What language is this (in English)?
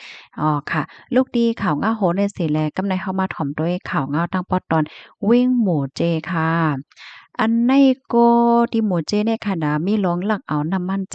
Shan